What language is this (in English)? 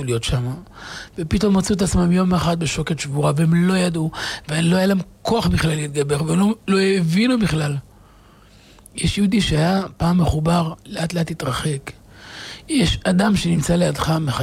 Hebrew